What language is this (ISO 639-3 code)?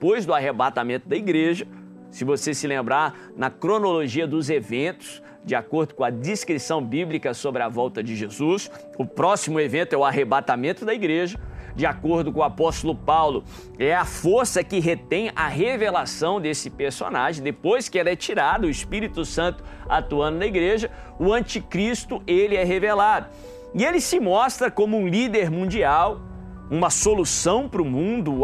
por